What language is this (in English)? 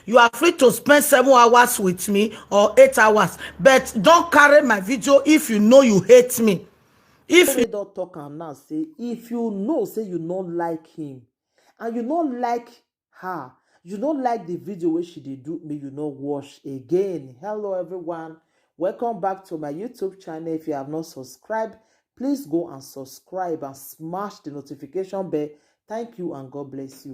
Nigerian Pidgin